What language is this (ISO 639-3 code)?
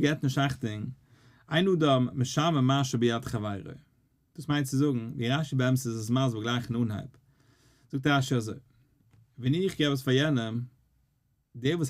yid